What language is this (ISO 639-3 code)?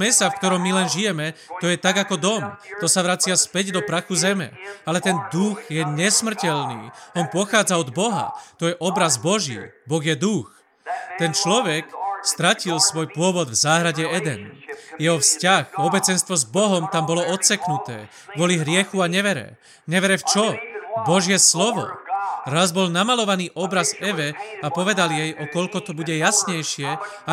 slk